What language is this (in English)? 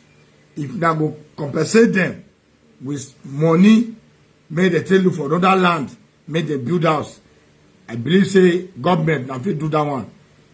Nigerian Pidgin